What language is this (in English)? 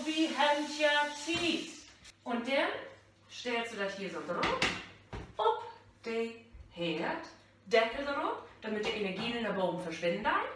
Low German